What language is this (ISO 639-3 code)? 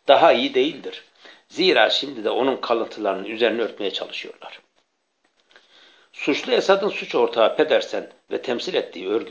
tur